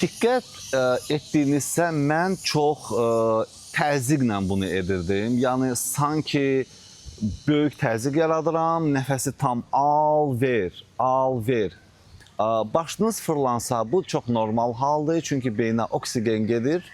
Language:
Azerbaijani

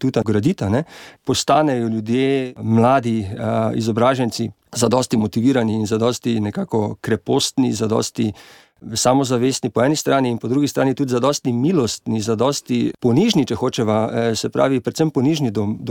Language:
Slovenian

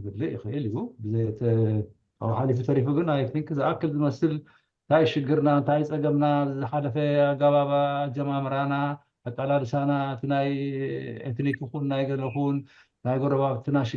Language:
Tigrinya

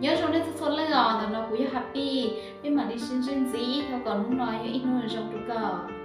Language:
Hmong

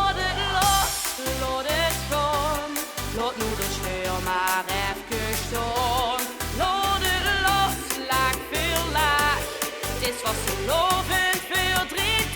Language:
Limburgish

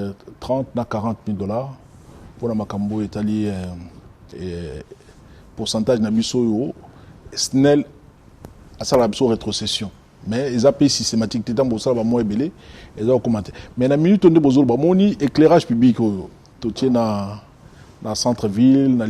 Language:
Lingala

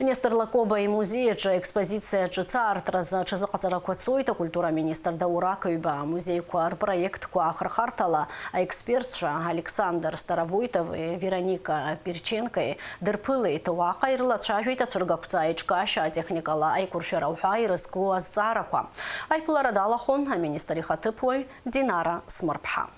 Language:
Abkhazian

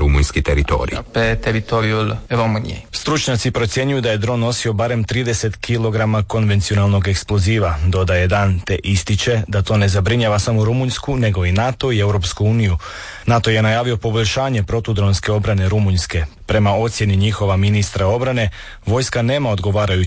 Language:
Croatian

